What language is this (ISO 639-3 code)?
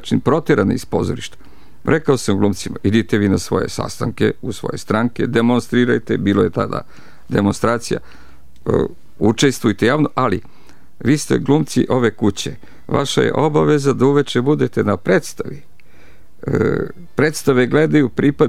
srp